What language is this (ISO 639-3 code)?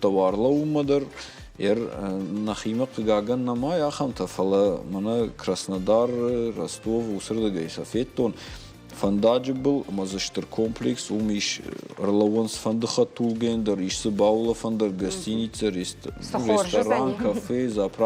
oss